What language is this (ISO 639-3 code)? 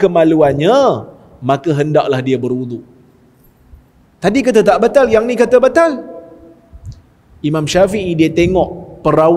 msa